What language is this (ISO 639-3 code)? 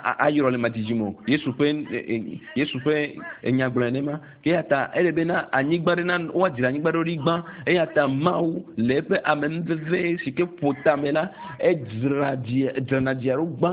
ewe